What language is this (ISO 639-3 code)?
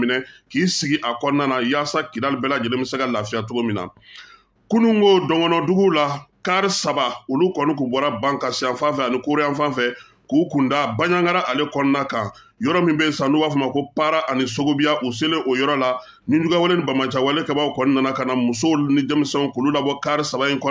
bam